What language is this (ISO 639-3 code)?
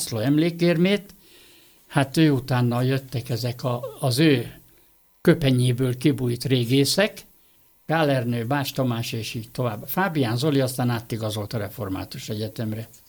hun